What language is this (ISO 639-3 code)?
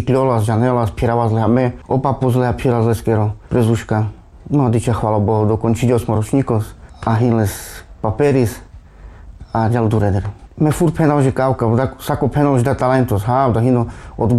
rmc